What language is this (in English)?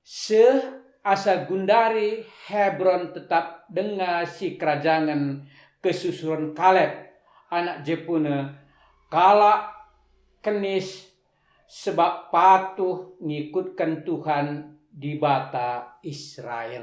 Batak Karo